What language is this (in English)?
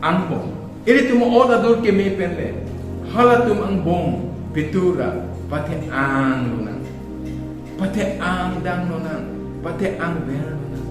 Karbi